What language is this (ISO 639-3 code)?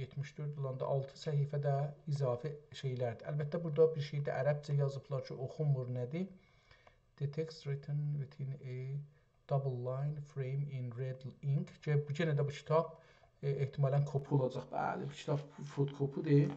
azb